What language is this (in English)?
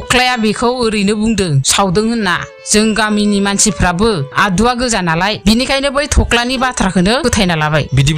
Bodo